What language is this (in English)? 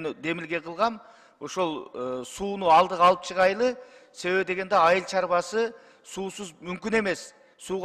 Kyrgyz